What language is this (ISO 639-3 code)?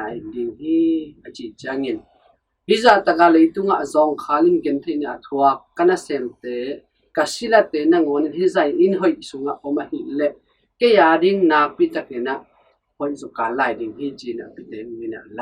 ctd